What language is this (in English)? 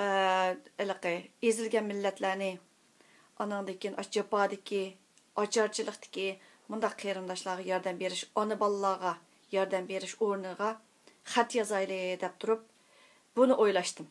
Uyghur